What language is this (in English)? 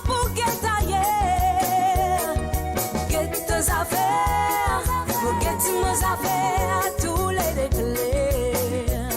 Morisyen